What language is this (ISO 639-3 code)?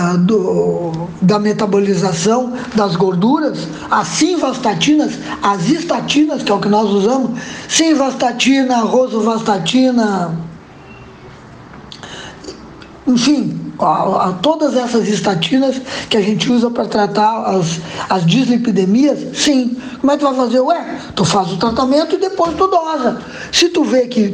por